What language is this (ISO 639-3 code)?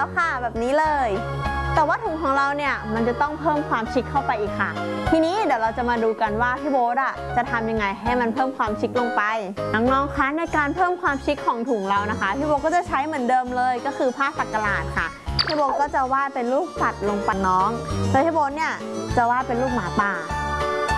tha